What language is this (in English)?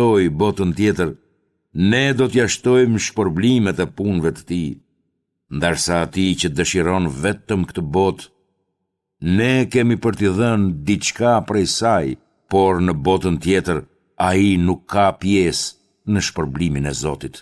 Albanian